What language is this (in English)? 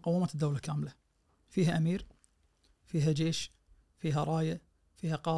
Najdi Arabic